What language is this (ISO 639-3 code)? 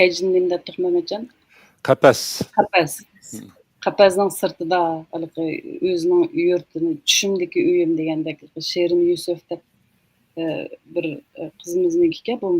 uig